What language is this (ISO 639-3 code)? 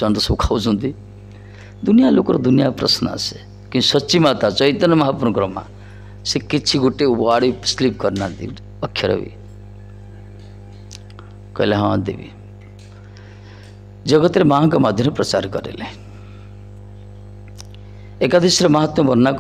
ori